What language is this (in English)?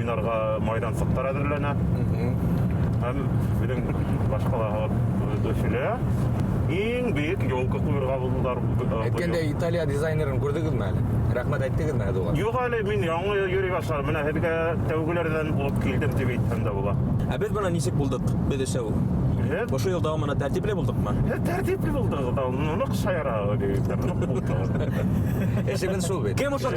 Bashkir